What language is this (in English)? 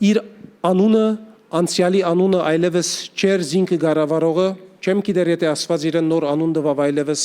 Western Armenian